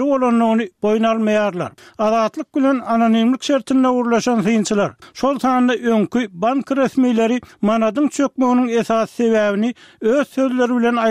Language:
Turkmen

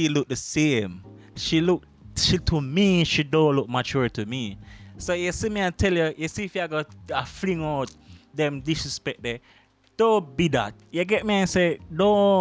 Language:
Jamaican Creole English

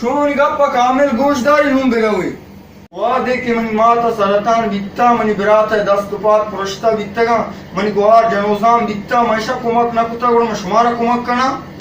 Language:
Baluchi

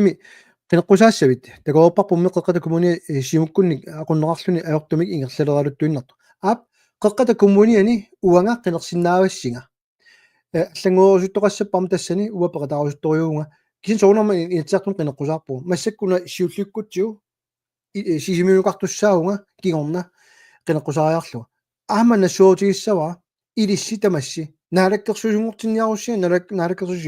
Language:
Kalaallisut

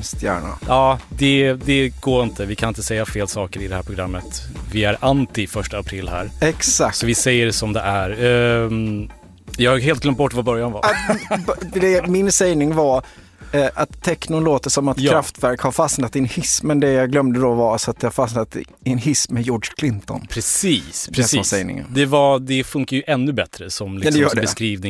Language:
Swedish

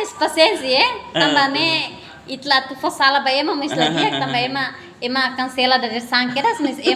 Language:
Tetum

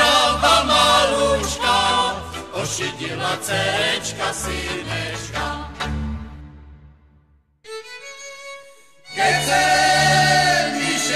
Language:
Slovak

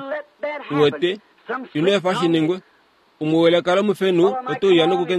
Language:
Kuanyama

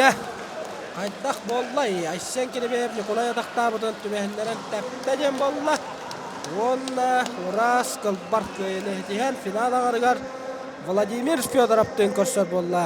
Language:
Yakut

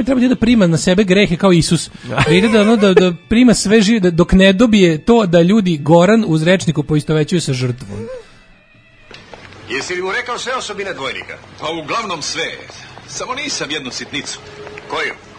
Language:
Serbian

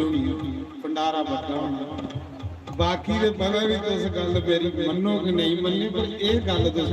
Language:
Dogri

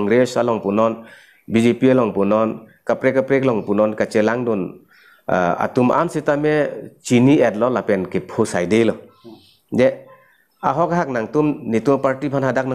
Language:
Karbi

